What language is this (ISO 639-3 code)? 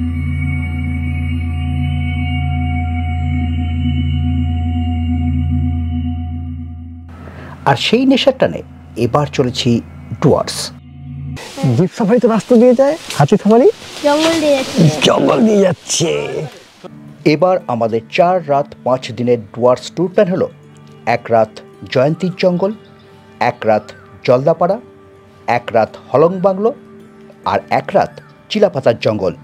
ben